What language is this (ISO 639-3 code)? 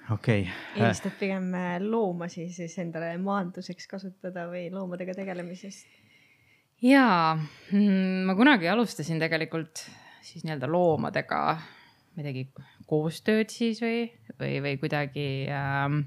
est